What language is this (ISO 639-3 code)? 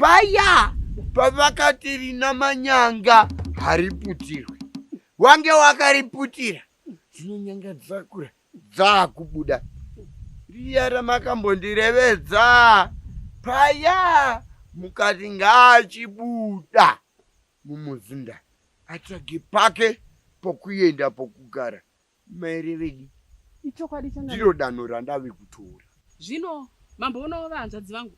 sna